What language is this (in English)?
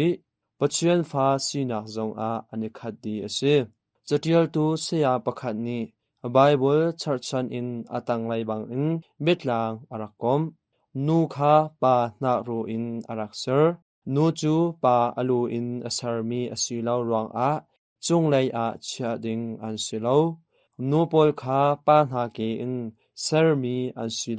Hakha Chin